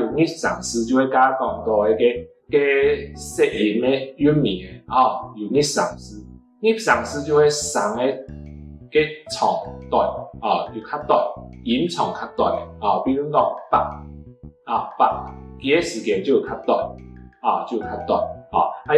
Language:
Hakka Chinese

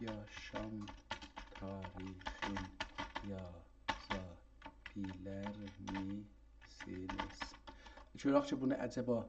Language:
South Azerbaijani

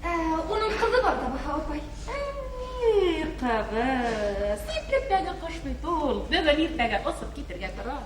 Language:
Bashkir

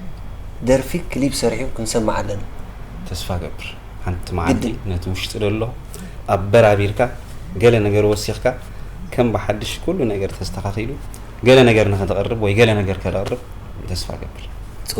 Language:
Tigrinya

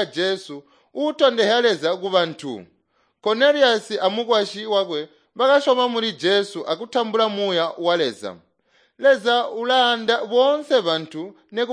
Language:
Tonga (Zambia)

